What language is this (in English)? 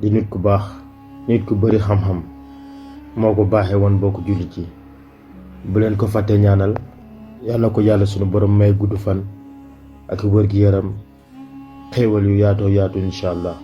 Wolof